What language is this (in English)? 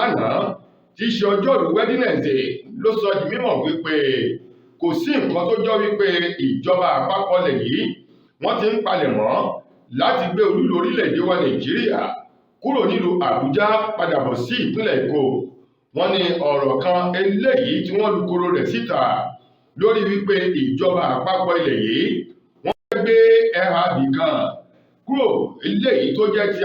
Yoruba